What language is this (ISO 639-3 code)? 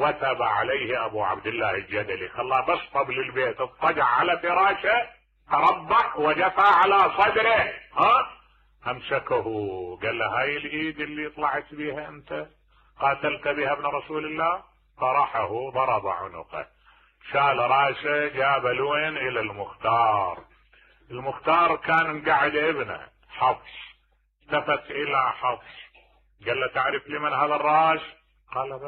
acm